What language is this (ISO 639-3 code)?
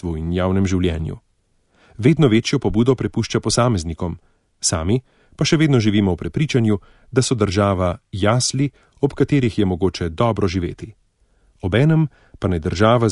slv